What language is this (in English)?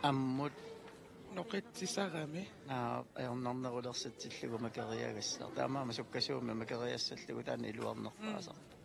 Kalaallisut